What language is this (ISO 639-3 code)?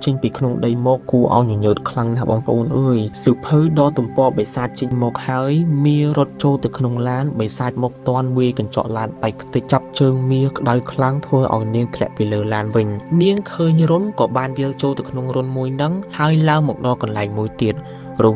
khm